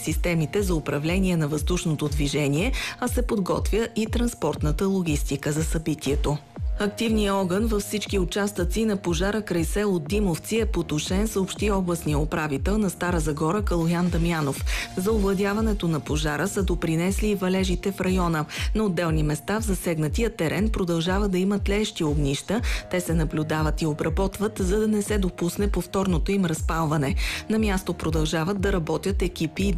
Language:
Bulgarian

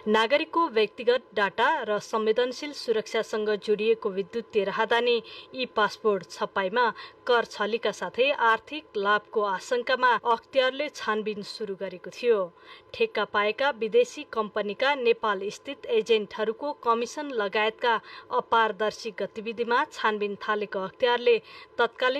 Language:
Nepali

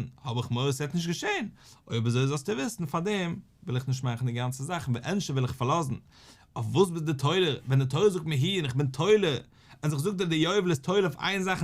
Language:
Yiddish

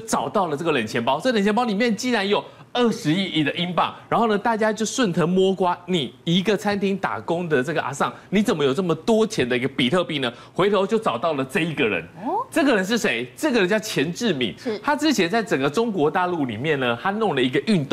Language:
Chinese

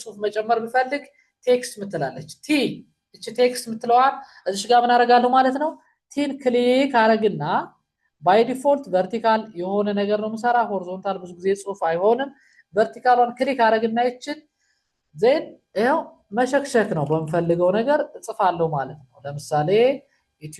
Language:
Amharic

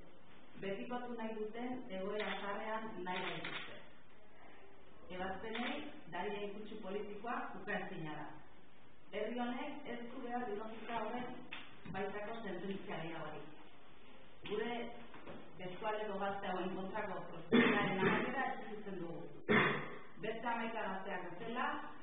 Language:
Basque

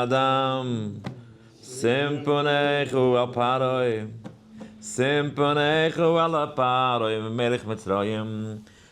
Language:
Yiddish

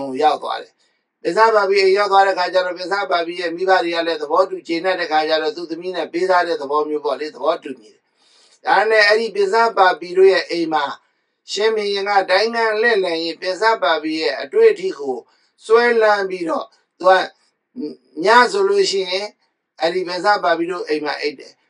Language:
Burmese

